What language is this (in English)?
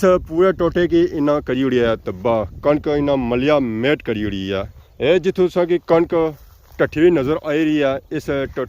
Pahari-Potwari